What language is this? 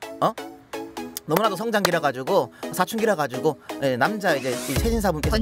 Korean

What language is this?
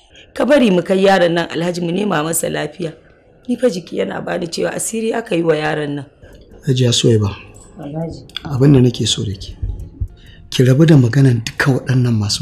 Hausa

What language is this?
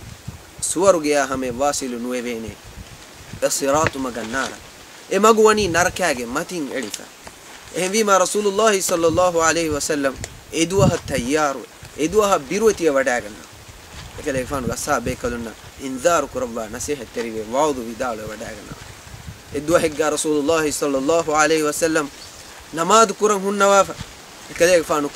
Divehi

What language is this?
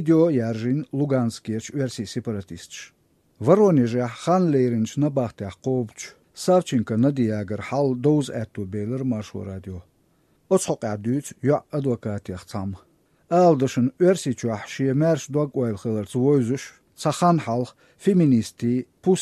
Chechen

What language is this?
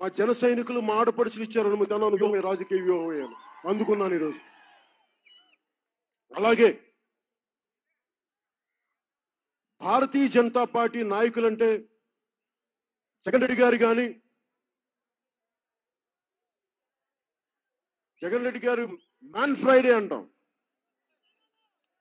Telugu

